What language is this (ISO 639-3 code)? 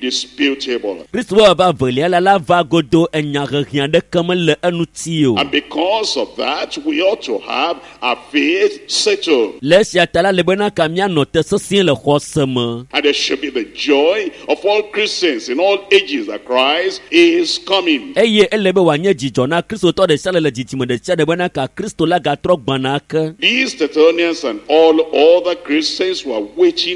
ewe